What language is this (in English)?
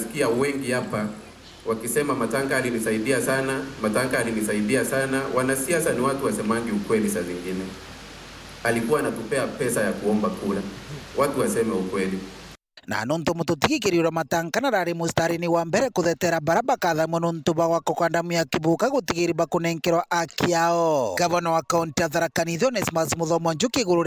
Meru